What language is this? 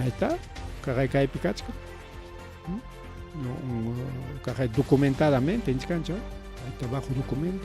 Ayacucho Quechua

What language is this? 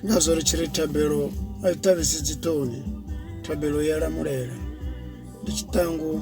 Venda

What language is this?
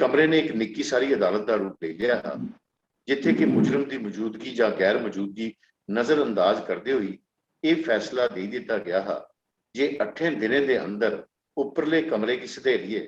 Dogri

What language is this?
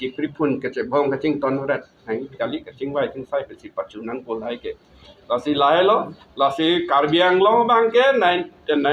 Karbi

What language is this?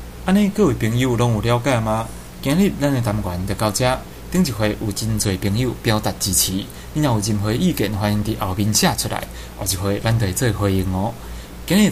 Min Nan Chinese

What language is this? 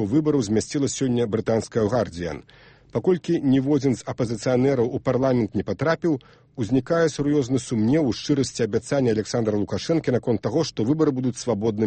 Belarusian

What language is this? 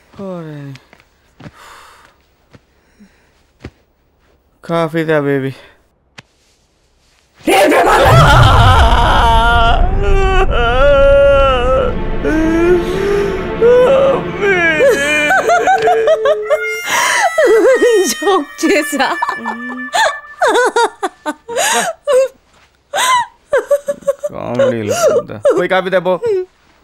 Telugu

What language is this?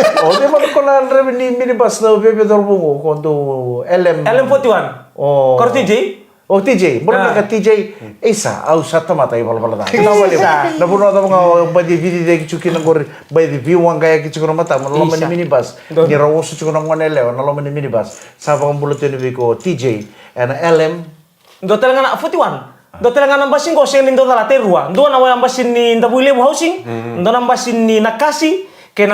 Fijian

